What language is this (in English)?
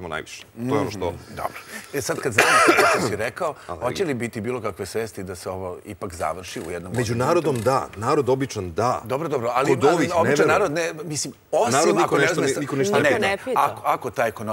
Serbian